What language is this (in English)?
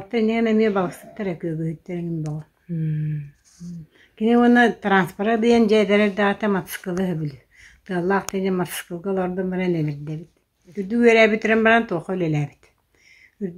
Yakut